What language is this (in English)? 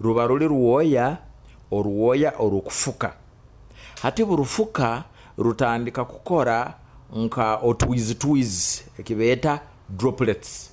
Nyoro